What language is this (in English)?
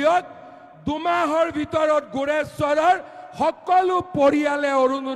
Assamese